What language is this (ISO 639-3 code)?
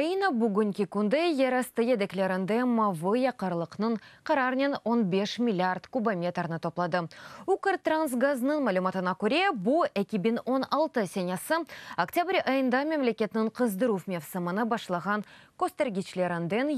crh